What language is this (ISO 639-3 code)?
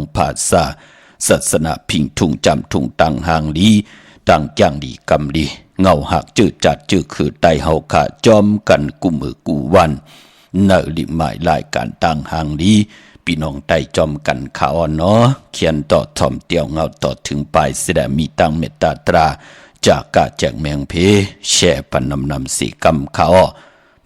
shn